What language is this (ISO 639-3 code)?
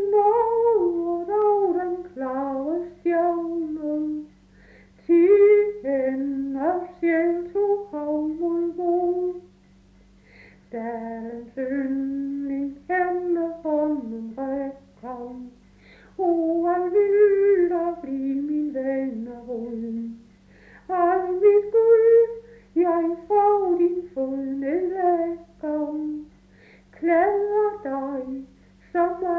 dan